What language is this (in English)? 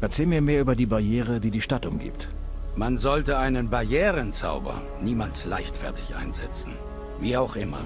Bavarian